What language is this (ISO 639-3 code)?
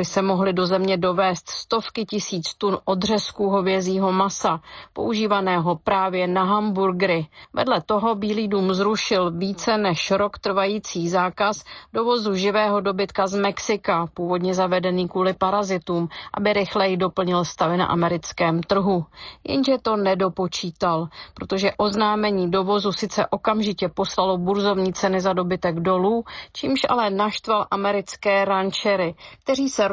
ces